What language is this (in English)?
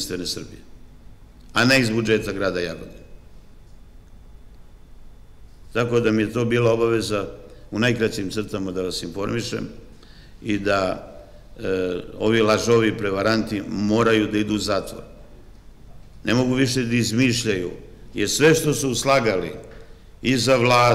Serbian